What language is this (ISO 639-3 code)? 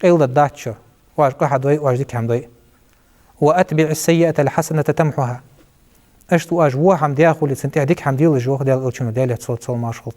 inh